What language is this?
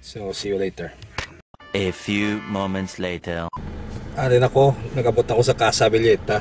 Hiligaynon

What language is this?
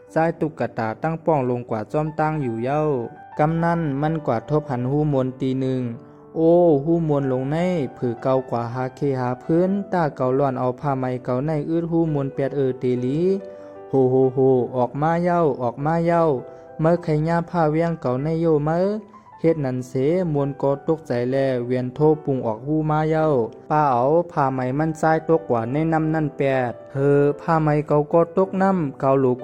Shan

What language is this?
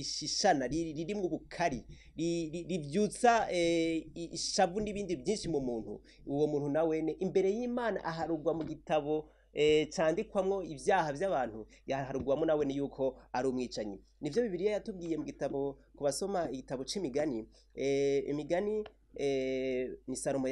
Rundi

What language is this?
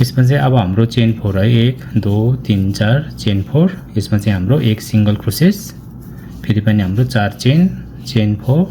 Nepali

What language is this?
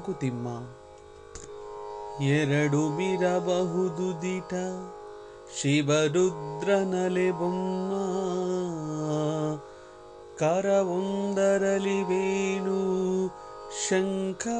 Kannada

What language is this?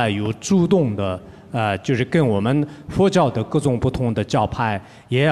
Chinese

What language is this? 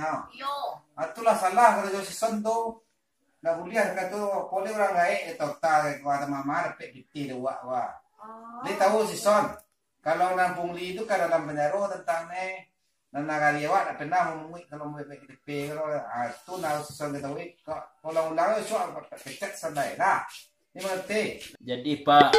Minangkabau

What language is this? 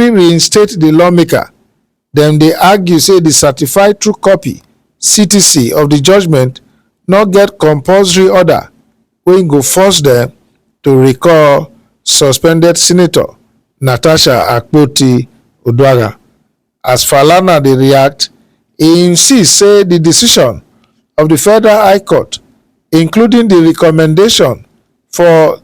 Nigerian Pidgin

